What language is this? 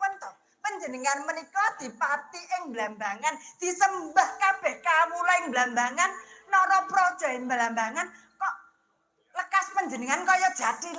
Javanese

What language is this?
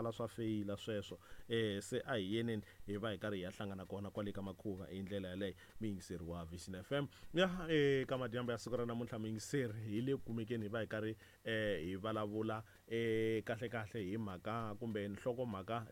Tsonga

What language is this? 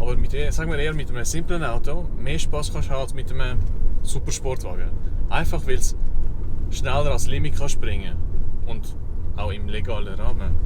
Swiss German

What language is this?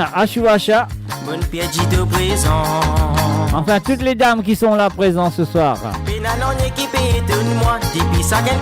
Morisyen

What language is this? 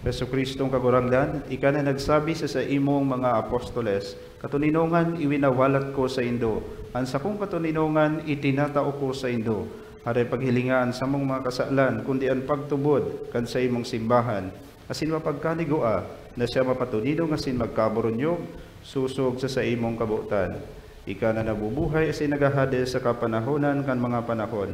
Bikol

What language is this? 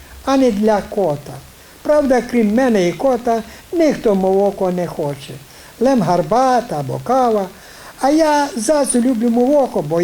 Rusyn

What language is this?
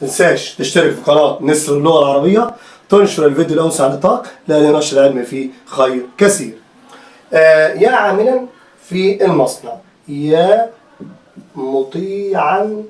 Egyptian Arabic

